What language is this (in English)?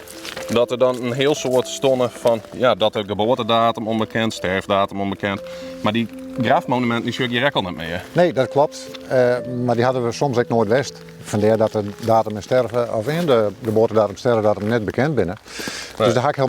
Western Frisian